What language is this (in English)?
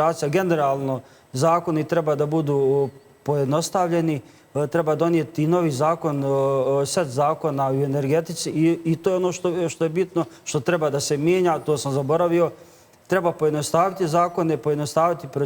Bosnian